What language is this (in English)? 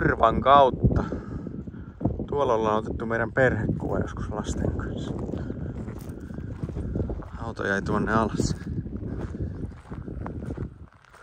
Finnish